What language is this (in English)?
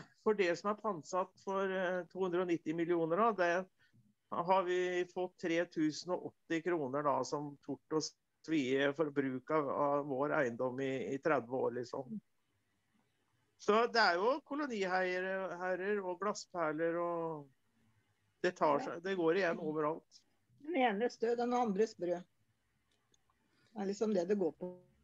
Norwegian